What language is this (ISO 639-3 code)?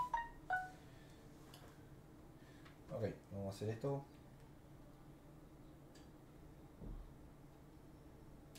spa